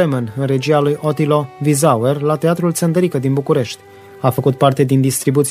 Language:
Romanian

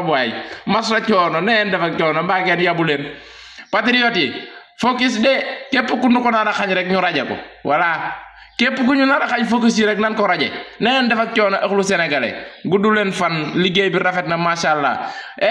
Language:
Wolof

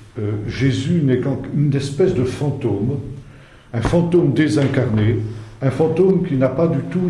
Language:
French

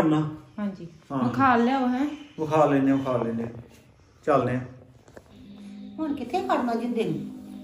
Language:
Punjabi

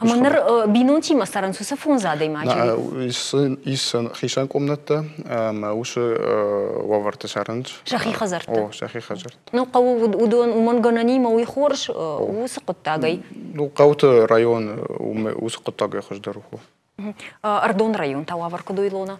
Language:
Ossetic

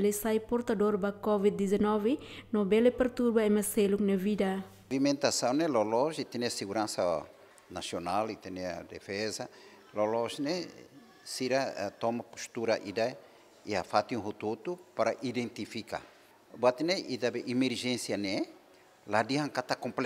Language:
Tetum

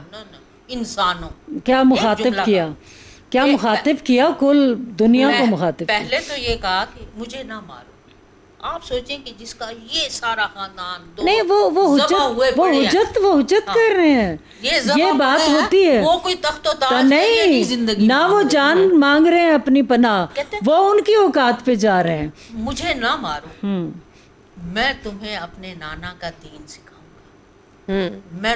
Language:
Urdu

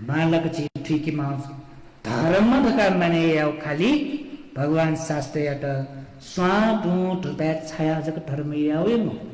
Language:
Newari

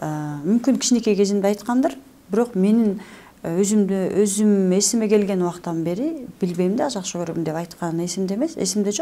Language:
Kyrgyz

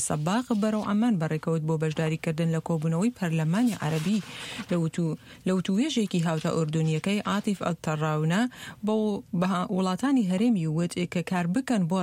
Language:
Central Kurdish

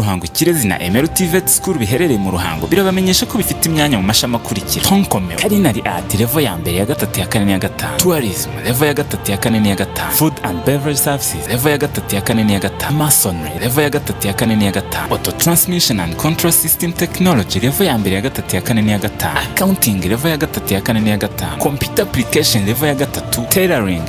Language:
Kinyarwanda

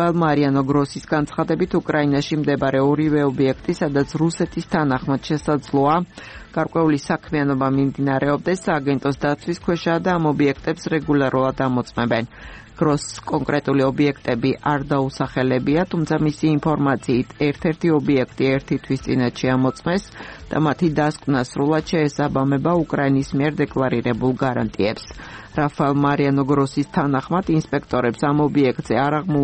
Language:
Georgian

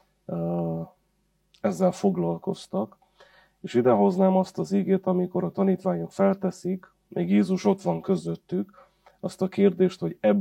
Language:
Hungarian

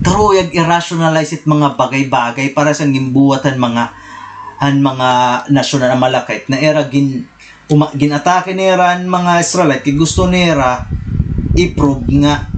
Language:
Waray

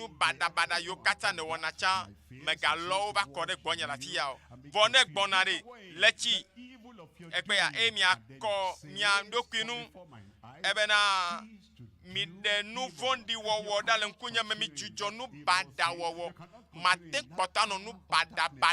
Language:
Ewe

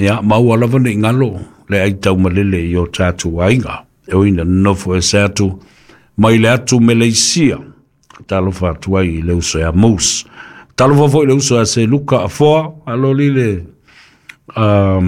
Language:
Samoan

